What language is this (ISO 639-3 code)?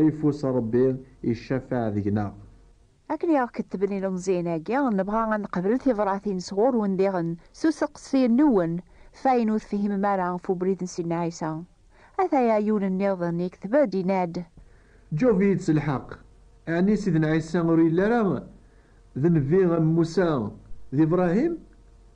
kab